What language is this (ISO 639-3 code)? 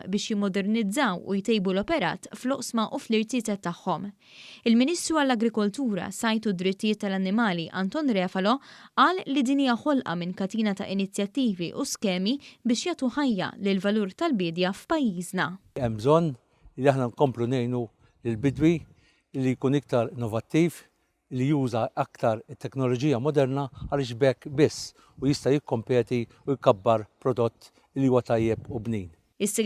mlt